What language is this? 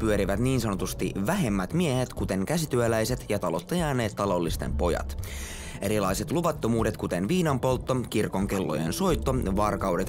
Finnish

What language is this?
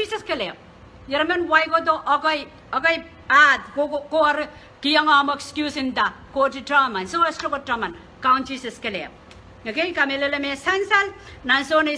Pohnpeian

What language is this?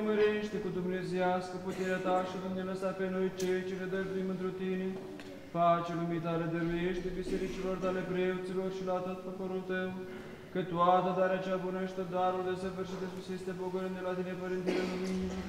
Romanian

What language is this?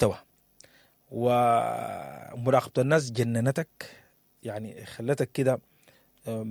Sudanese Arabic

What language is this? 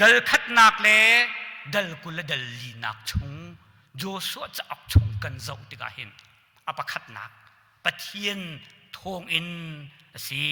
Hakha Chin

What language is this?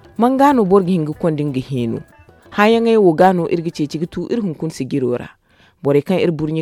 Zarma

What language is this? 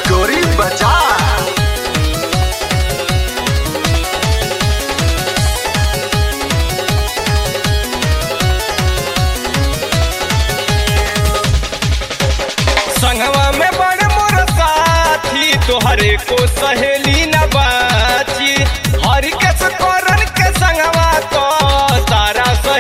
Bhojpuri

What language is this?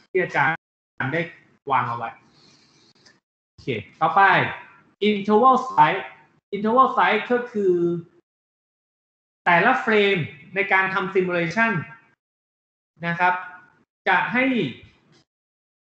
Thai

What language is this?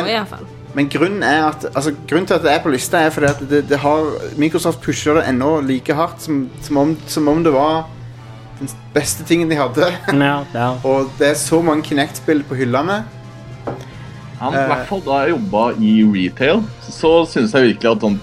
Norwegian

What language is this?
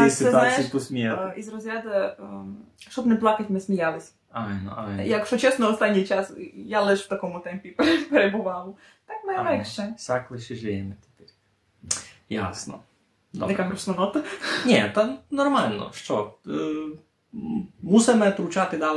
Rusyn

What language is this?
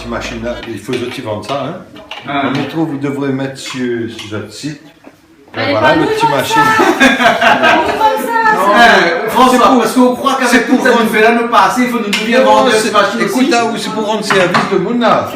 Réunion Creole French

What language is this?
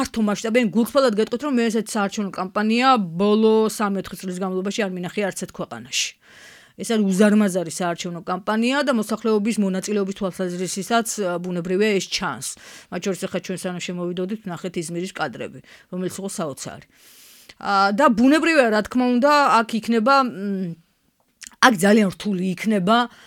Georgian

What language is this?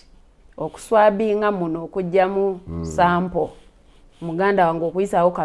Ganda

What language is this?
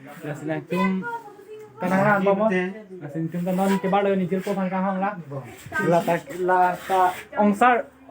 Karbi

